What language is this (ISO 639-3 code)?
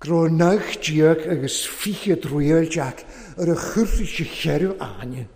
cym